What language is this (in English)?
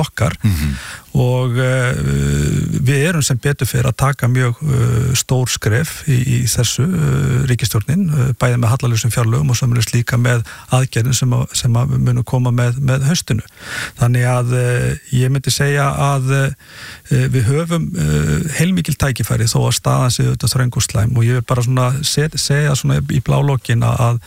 Icelandic